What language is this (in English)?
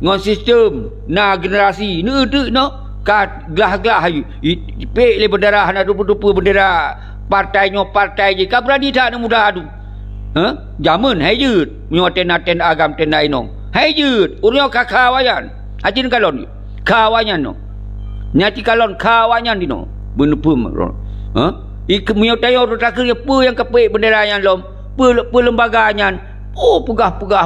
Achinese